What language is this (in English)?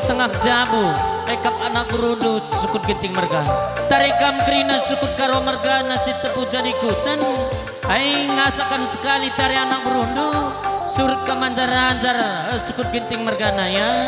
Batak Karo